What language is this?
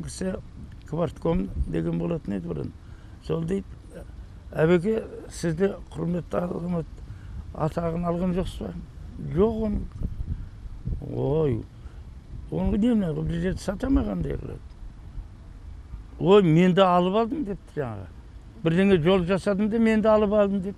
Kazakh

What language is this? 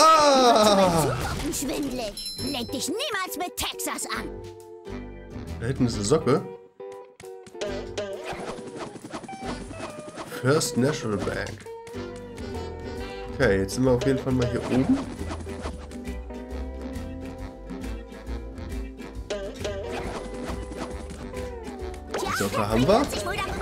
German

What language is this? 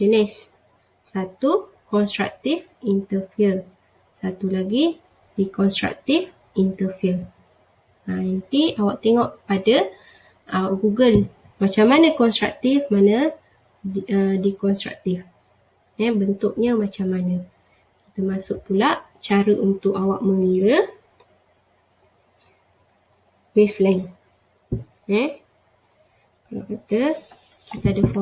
Malay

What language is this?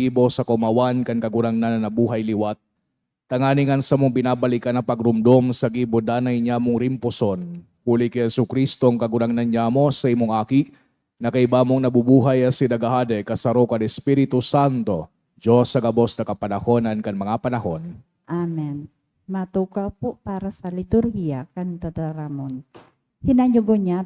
Bikol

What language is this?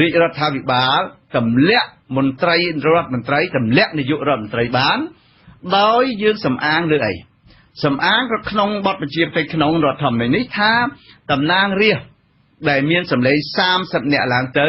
Khmer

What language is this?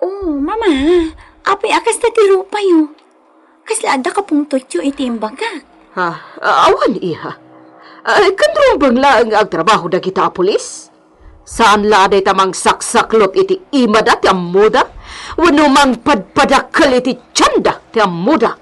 Iloko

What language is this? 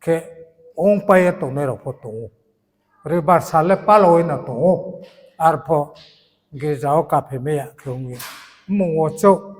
Riang (India)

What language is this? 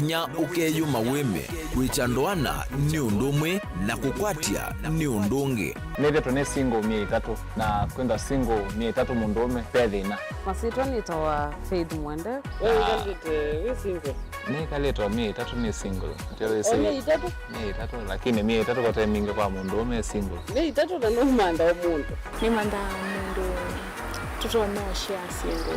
Kamba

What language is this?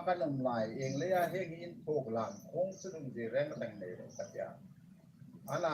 Hmar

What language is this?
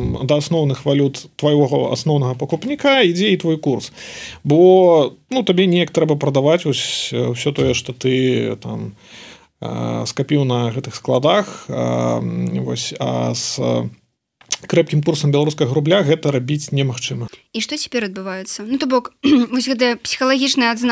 Belarusian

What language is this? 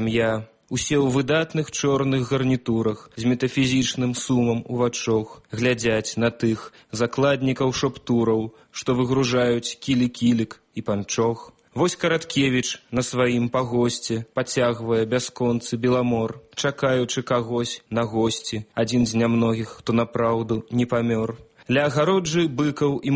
Belarusian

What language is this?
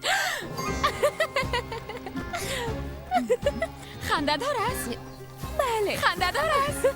Persian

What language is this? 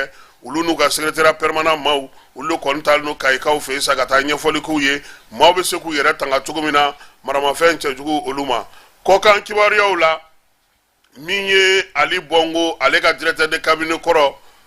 Bambara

